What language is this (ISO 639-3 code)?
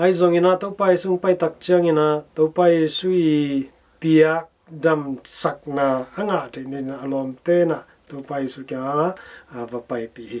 ctd